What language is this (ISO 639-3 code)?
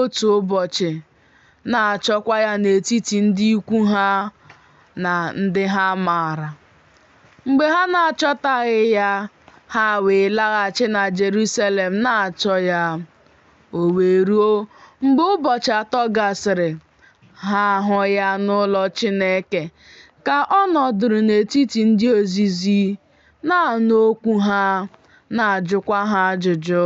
ibo